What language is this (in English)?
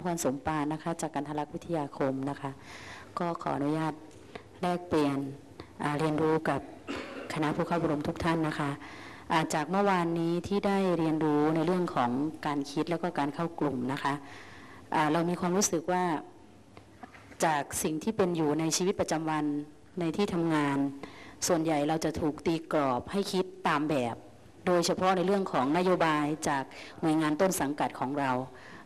Thai